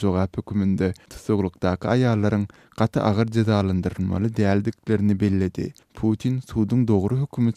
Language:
Turkmen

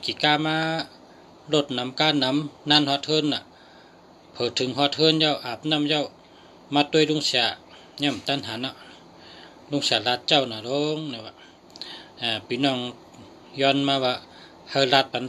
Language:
Shan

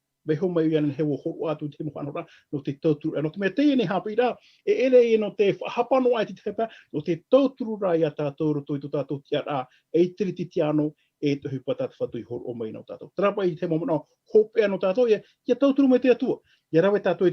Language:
Tahitian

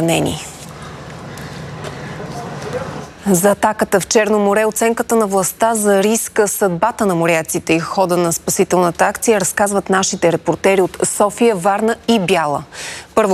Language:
Bulgarian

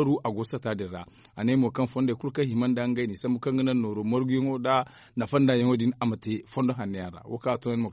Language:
Zarma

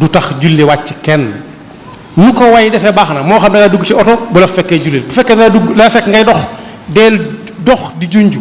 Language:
Wolof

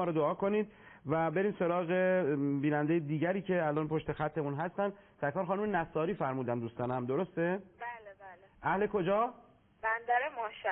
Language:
Persian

